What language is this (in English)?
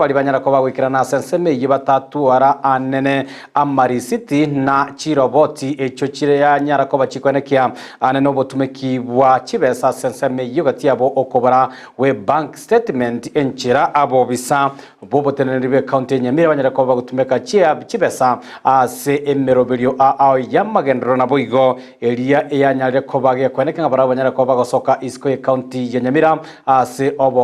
Gusii